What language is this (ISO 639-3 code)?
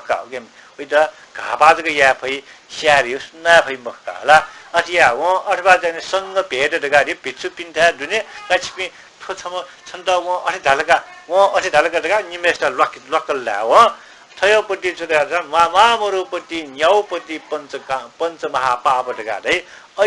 new